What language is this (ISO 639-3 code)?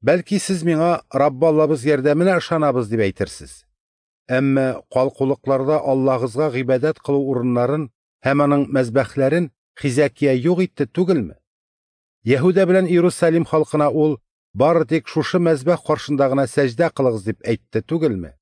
tat